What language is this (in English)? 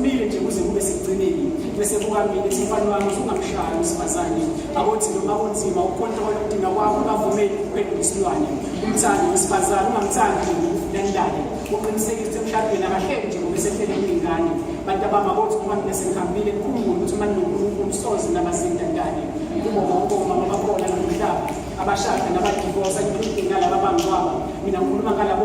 Zulu